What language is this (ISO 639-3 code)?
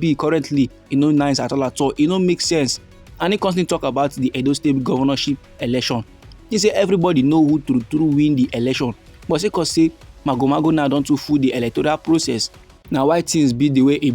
pcm